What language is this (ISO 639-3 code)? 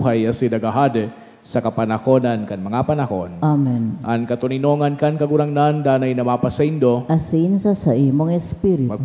bik